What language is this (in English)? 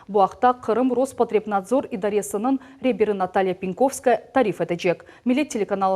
Crimean Tatar